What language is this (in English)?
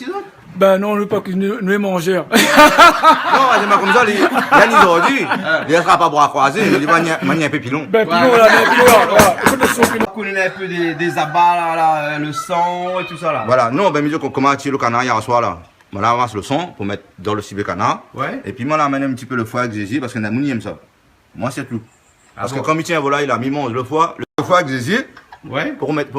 Réunion Creole French